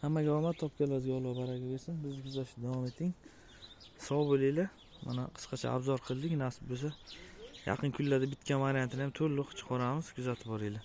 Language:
Uzbek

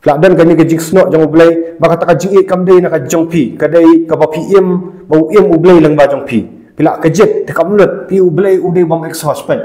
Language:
Khasi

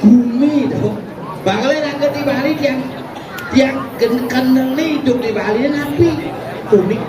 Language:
Balinese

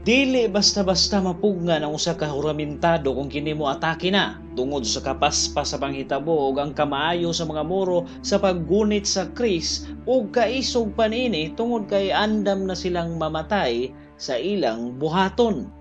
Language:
Cebuano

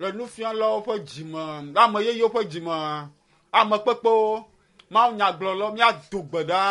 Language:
Ewe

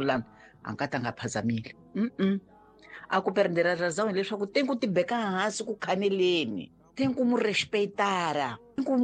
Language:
Tsonga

